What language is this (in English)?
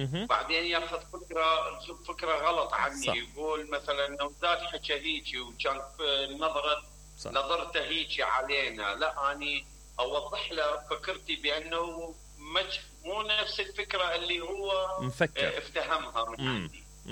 Mesopotamian Arabic